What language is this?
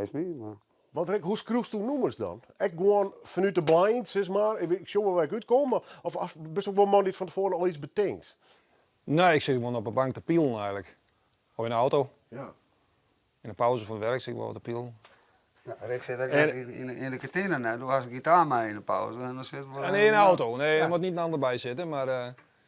Western Frisian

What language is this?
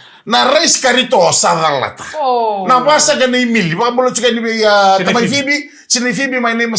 Fijian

